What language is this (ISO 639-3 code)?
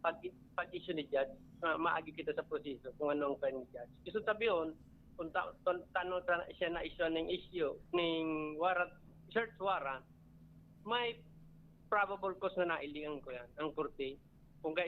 bik